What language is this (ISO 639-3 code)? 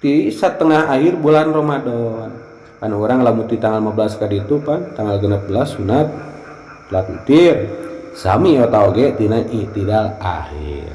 sun